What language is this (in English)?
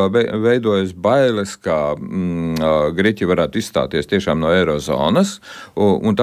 Latvian